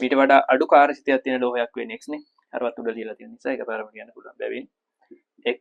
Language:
Sinhala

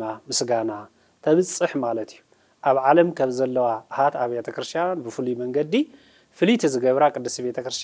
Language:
Tigrinya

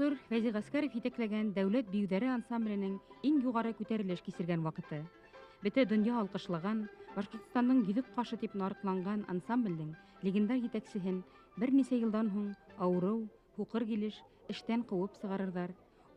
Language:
Bashkir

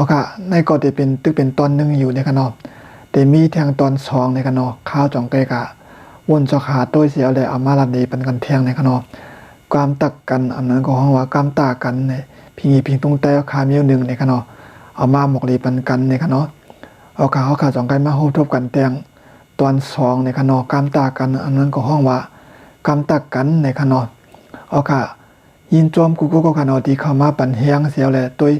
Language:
Shan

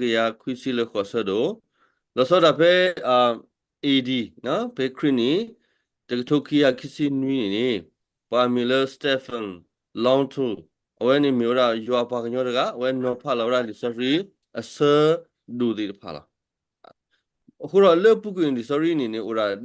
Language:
S'gaw Karen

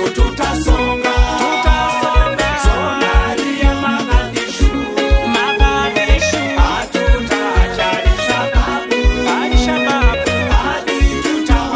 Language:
Swahili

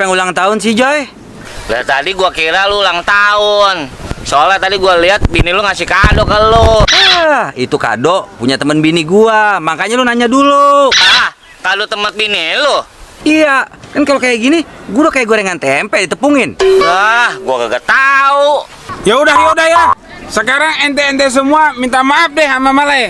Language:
Betawi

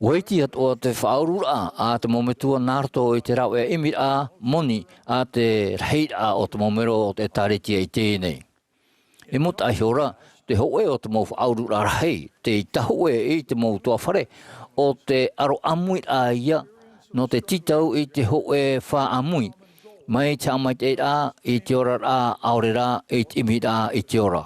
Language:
Tahitian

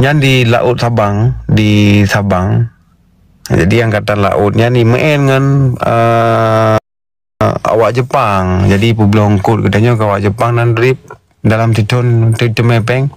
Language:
Achinese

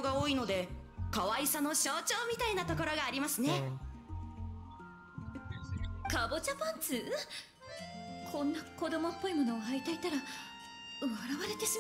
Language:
Japanese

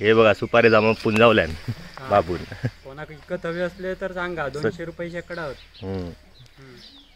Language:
Konkani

